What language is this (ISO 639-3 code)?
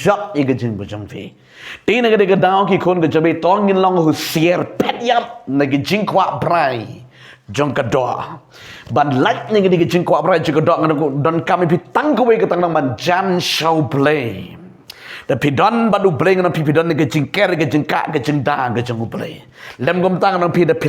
kha